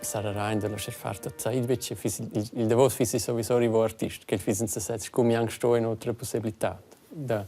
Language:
Romansh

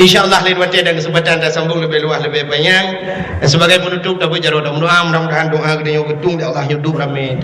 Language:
Achinese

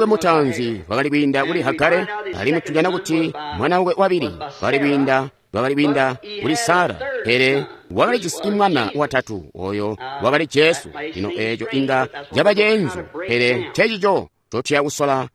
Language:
Tonga (Zambia)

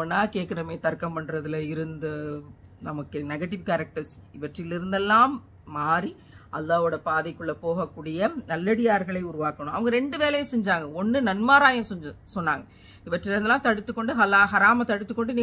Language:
Tamil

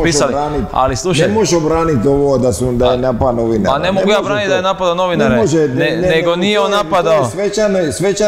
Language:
Croatian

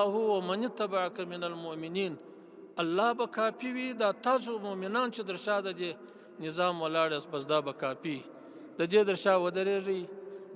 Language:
Pashto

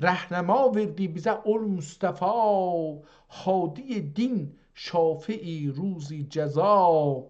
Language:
South Azerbaijani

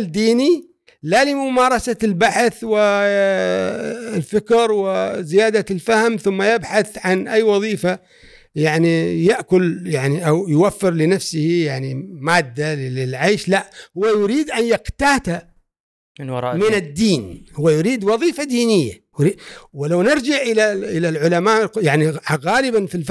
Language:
Gulf Arabic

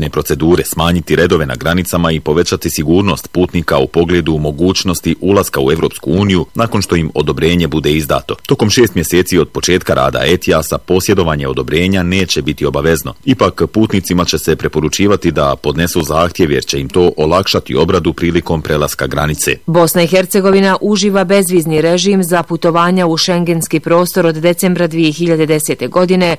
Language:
Bosnian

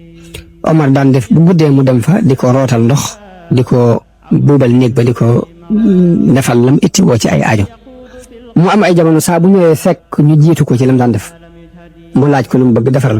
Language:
Wolof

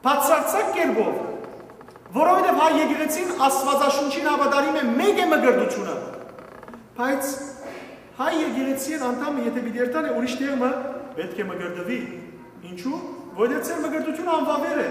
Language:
Western Armenian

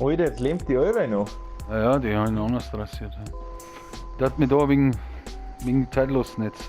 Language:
Bavarian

